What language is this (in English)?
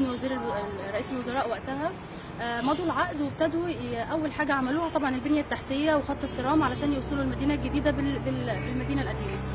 Egyptian Arabic